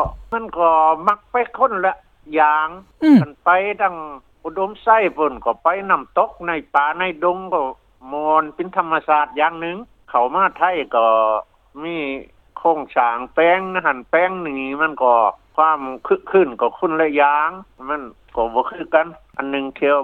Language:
Lao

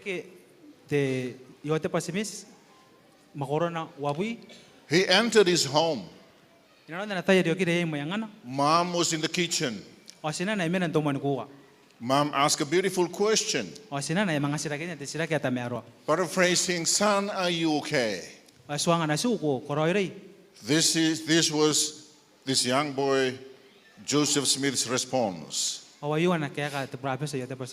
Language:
Gilbertese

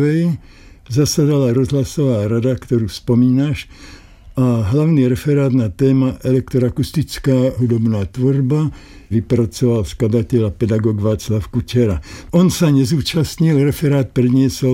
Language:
Slovak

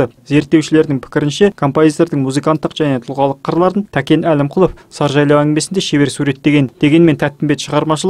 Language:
Kazakh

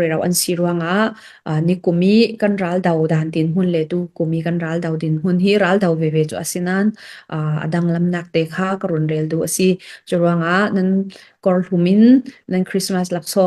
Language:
Falam Chin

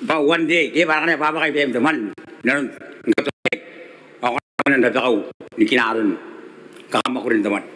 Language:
Gilbertese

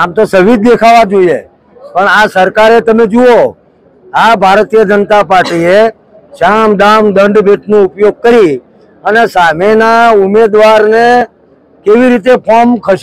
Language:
Gujarati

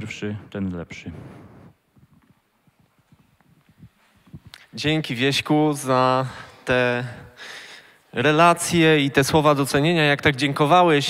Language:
Polish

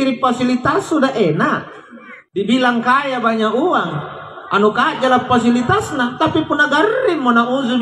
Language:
Makasar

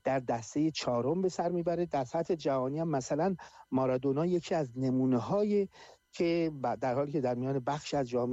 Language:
Persian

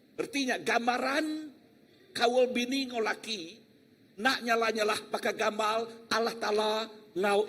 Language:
Iban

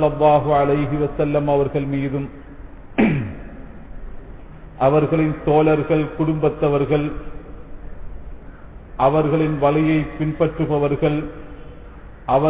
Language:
Tamil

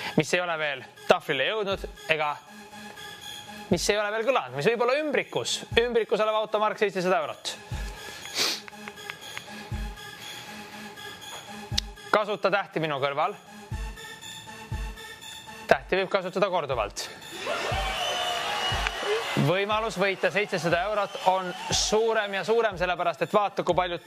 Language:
Estonian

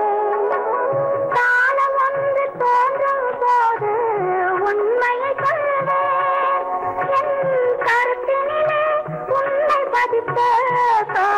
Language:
Tamil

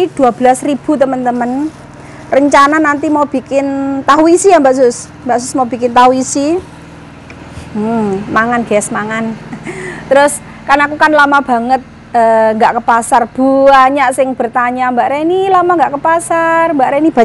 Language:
Indonesian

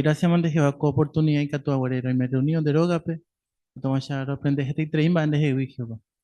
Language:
Guarani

